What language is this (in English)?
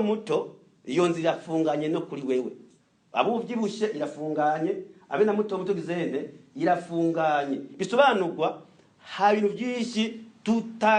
Rundi